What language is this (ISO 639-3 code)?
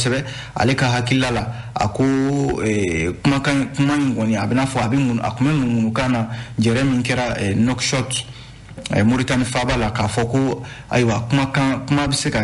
bam